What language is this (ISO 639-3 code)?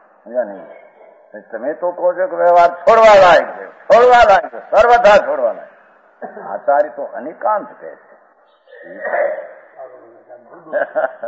guj